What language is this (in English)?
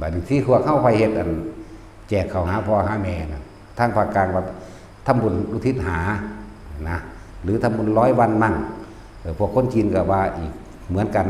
Northeastern Thai